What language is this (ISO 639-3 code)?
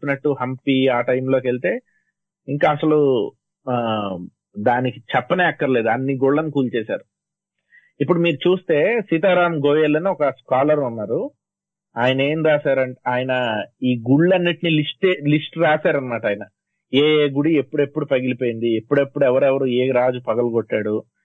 tel